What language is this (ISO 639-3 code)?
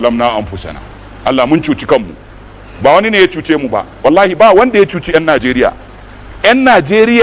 hau